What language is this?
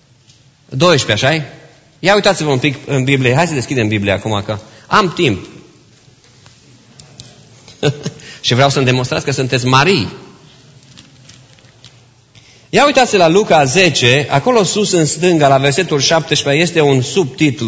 Romanian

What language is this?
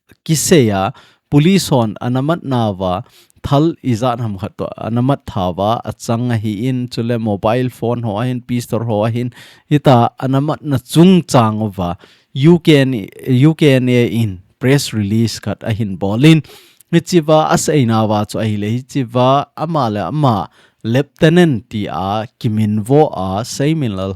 Thado Chin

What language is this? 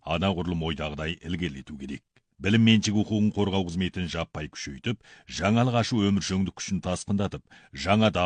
Kazakh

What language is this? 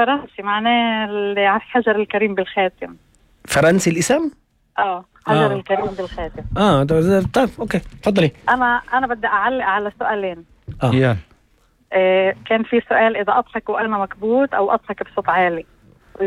North Levantine Arabic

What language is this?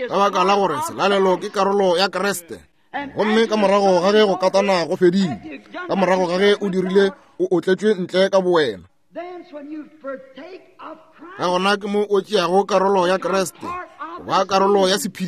Northern Sotho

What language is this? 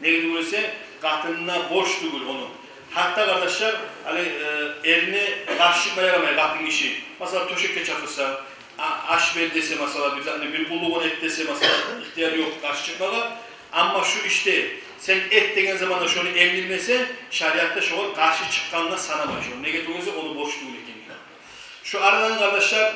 Kumyk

